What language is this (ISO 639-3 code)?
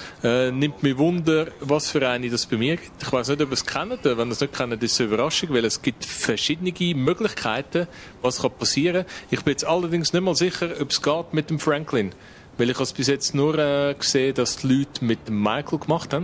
gsw